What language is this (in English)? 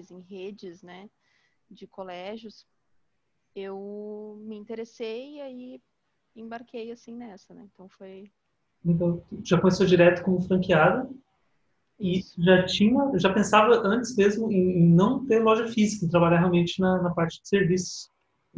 Portuguese